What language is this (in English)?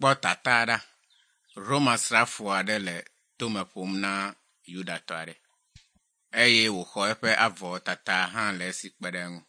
Ewe